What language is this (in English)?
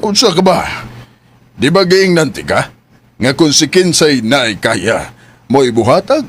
Cebuano